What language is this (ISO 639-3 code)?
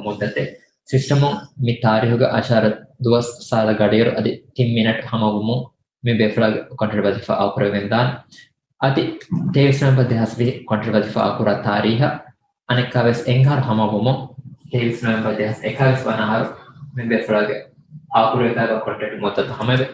div